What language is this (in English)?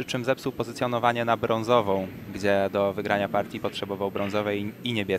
Polish